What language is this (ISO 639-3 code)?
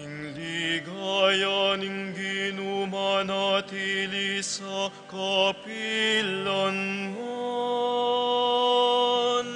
pam